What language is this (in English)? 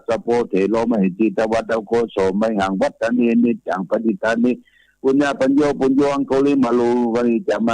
Pali